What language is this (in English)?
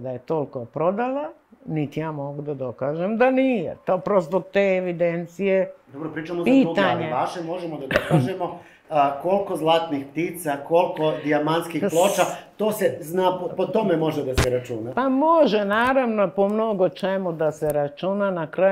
Serbian